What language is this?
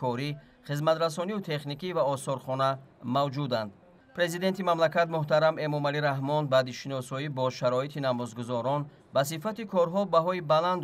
Tajik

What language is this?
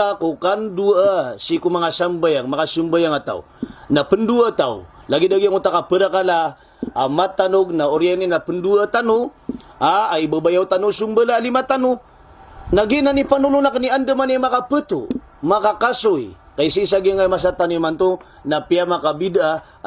Maranao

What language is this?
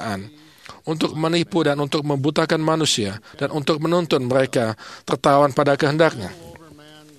Indonesian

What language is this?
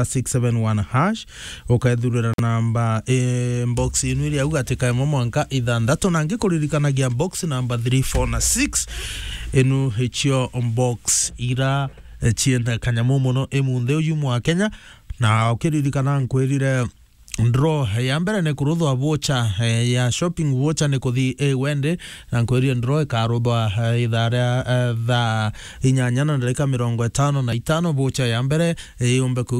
Meru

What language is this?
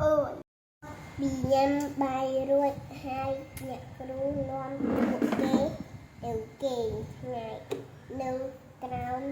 Khmer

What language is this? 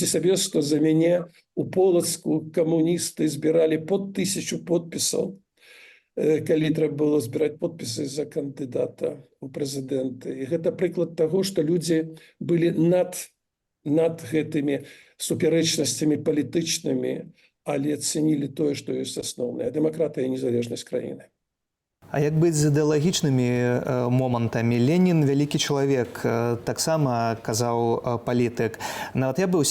Belarusian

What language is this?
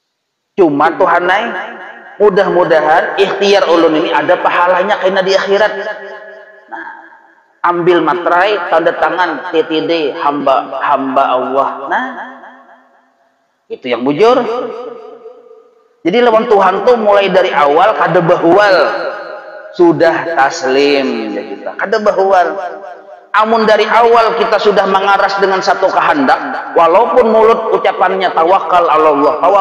Banjar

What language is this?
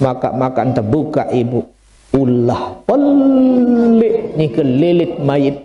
Sasak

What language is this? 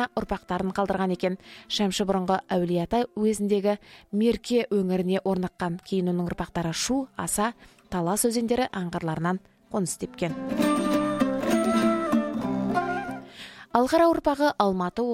Kazakh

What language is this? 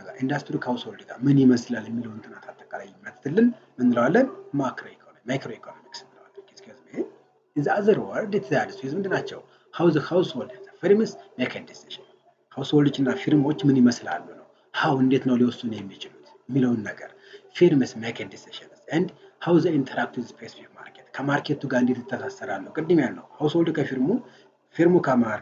Amharic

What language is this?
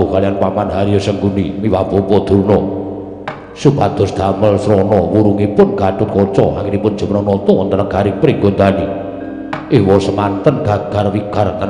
Javanese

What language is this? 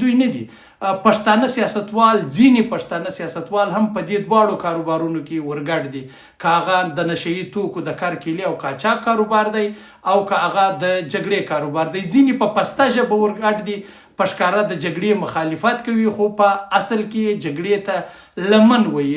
Pashto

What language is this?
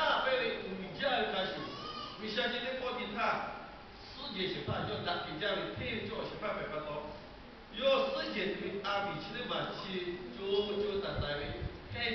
Lahu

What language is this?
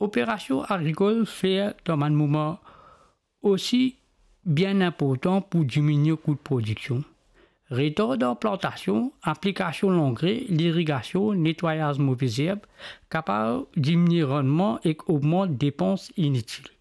Morisyen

